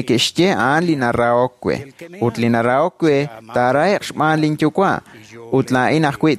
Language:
Kekchí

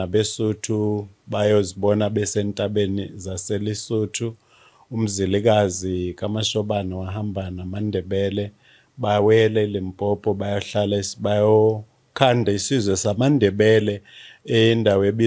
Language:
Zulu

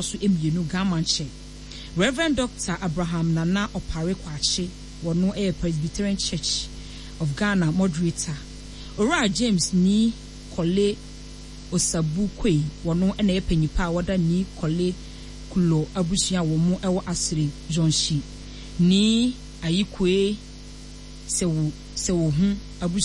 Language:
Akan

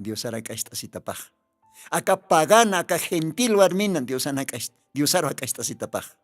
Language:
Aymara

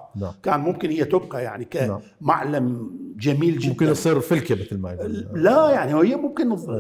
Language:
Mesopotamian Arabic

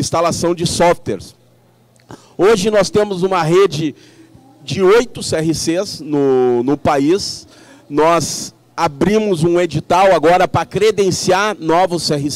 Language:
Portuguese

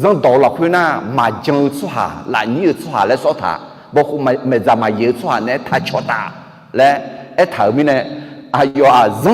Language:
Akha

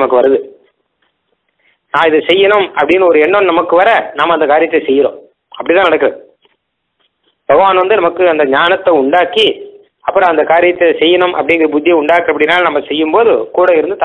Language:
Tamil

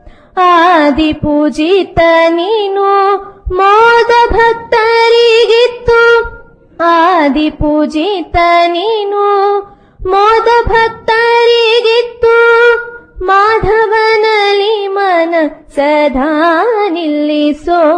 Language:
Kannada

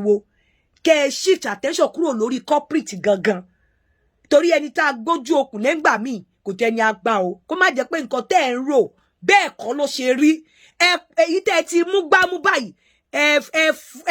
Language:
Yoruba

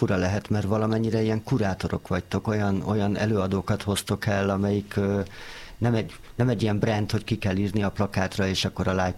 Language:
Hungarian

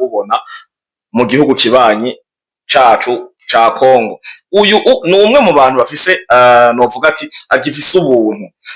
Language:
Rundi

